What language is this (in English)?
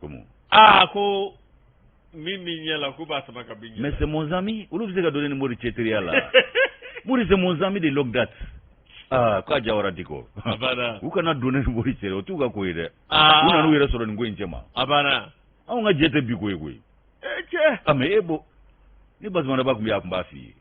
Bambara